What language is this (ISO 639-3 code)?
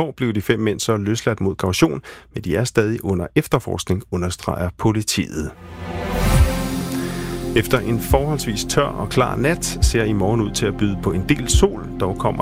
dan